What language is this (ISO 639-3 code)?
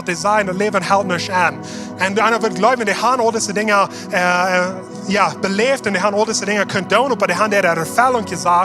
pdt